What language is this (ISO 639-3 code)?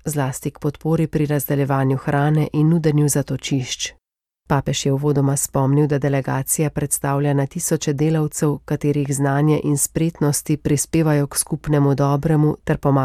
slv